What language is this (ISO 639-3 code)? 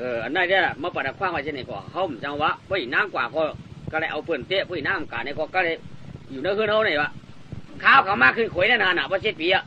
shn